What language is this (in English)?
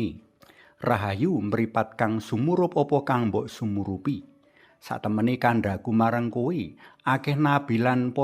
Javanese